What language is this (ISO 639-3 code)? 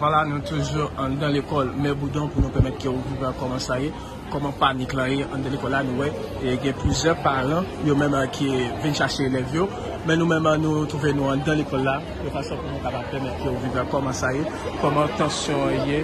hat